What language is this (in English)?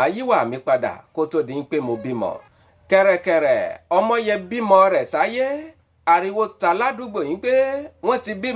Yoruba